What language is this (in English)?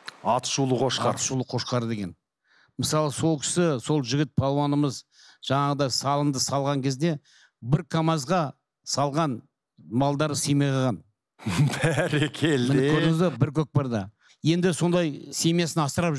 Kazakh